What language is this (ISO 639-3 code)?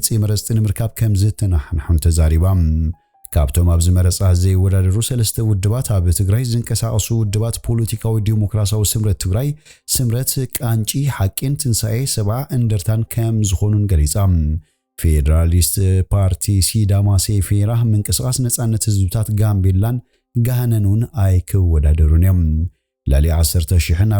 tir